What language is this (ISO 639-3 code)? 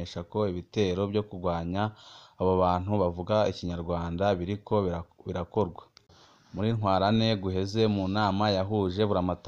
run